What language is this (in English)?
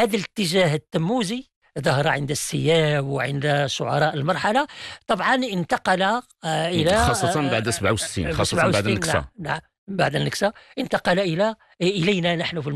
Arabic